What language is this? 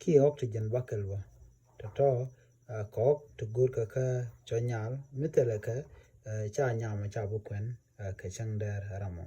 Nuer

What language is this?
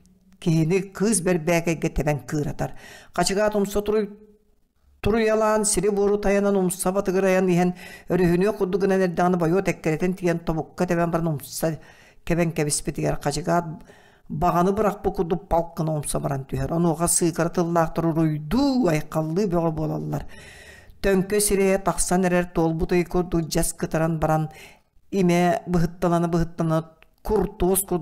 Yakut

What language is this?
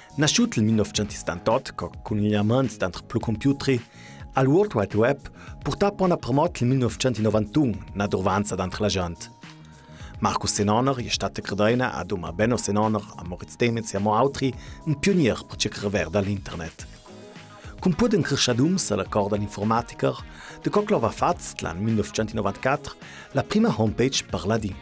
Ladin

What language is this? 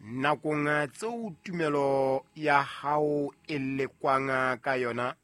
Southern Sotho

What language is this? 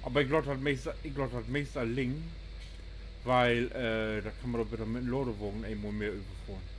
Low German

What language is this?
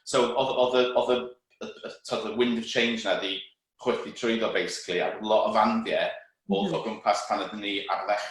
Welsh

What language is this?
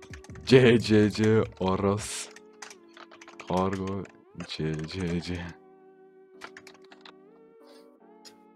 Turkish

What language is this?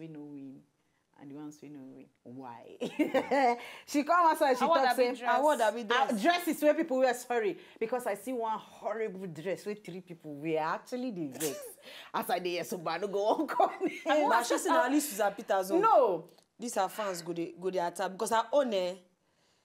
Nigerian Pidgin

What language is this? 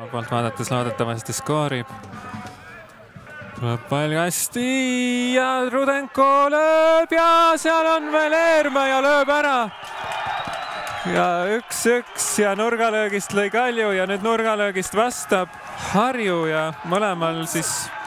Estonian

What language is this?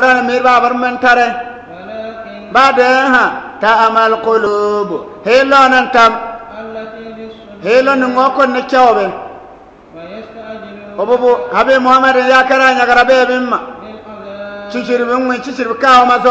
Bissa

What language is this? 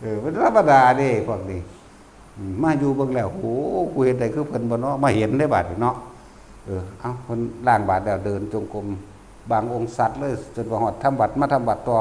Lao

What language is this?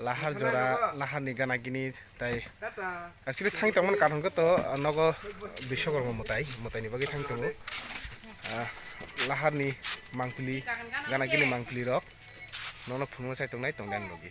Kok Borok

